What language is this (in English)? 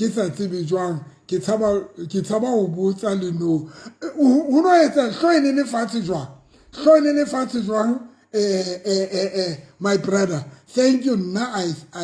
Southern Sotho